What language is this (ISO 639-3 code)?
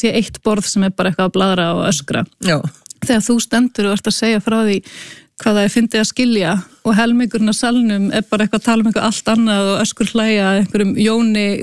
isl